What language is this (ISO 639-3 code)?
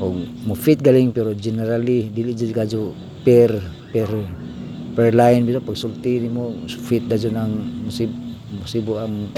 ceb